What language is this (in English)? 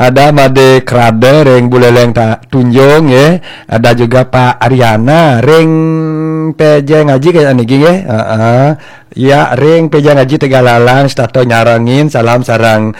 Balinese